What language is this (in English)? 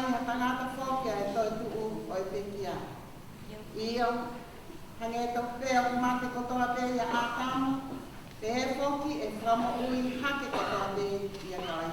Tongan